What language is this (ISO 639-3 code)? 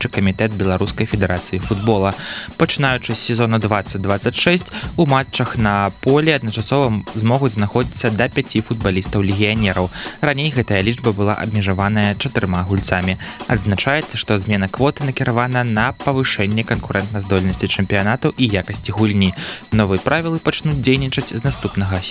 bel